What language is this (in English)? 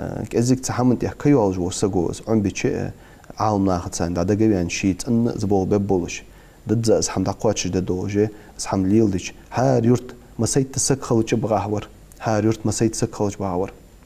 Ingush